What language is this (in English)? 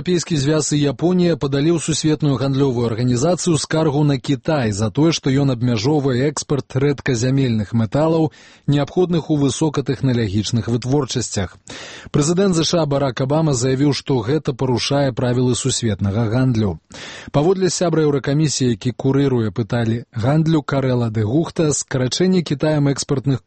Belarusian